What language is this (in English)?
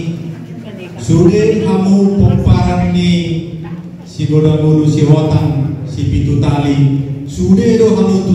Batak Toba